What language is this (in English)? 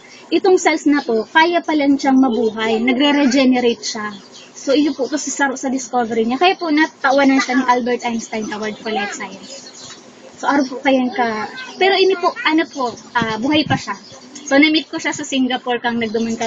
Bikol